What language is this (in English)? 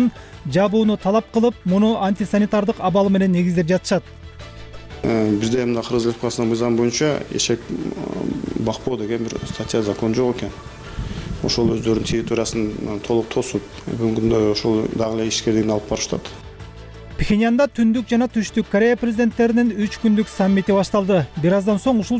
Kyrgyz